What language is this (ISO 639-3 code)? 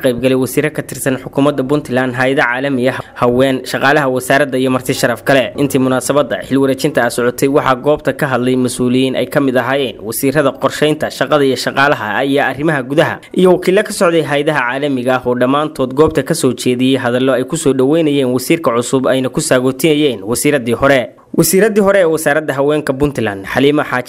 som